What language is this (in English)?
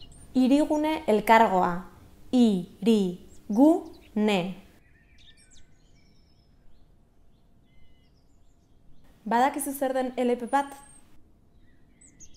Basque